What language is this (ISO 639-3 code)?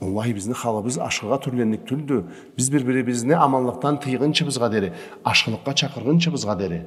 krc